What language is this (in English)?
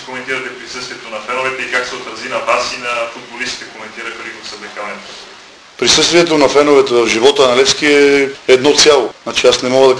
Bulgarian